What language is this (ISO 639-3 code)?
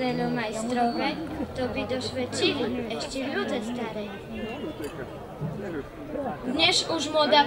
slk